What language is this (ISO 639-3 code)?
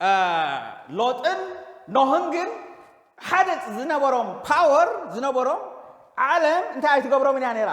tir